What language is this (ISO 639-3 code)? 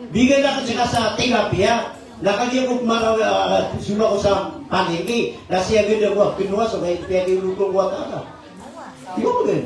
mrw